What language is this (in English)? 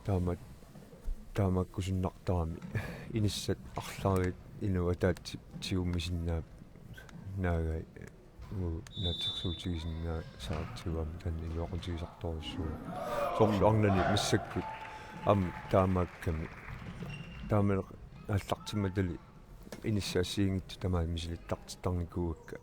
Kalaallisut